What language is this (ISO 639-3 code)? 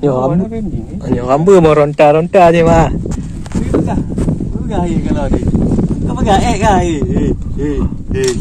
ace